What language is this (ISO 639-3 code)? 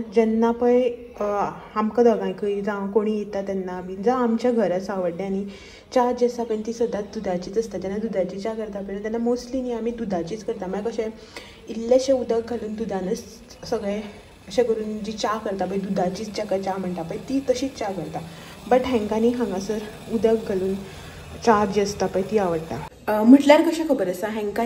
kok